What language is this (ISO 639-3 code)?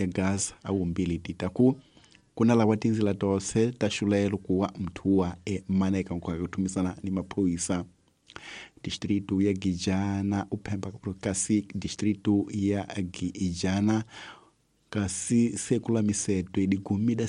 tso